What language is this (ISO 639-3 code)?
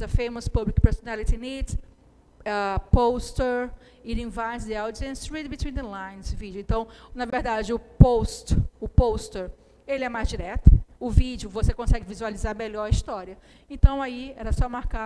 por